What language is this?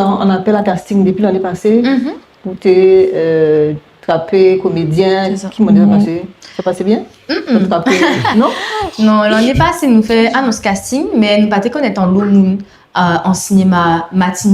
Guadeloupean Creole French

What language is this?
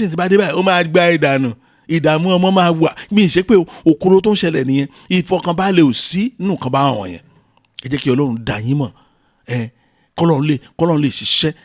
Yoruba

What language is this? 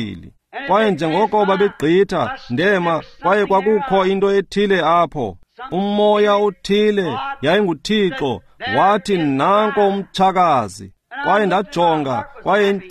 Xhosa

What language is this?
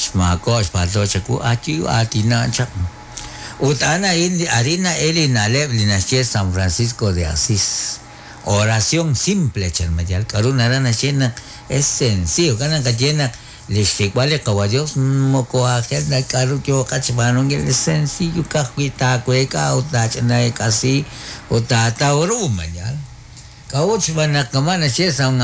Kekchí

